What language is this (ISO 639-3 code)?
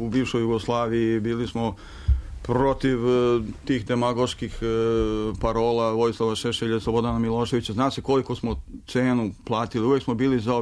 srp